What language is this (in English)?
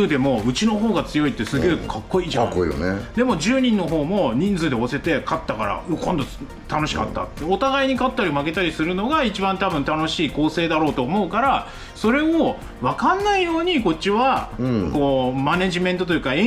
Japanese